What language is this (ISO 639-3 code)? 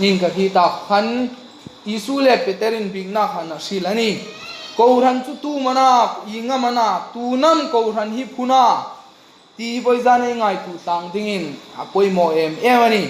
hmr